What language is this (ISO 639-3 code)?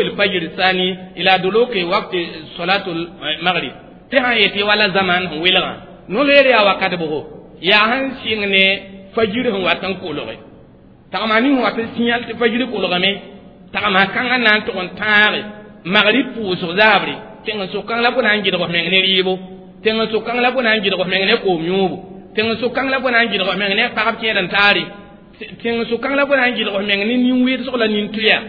mos